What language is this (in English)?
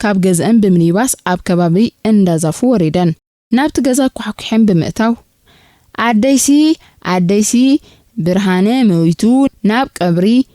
Tigrinya